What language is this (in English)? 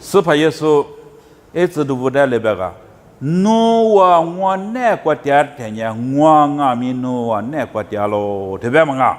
Lisu